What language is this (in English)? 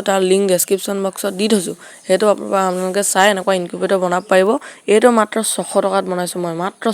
Assamese